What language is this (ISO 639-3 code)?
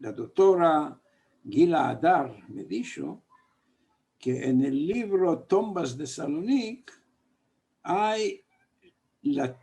lad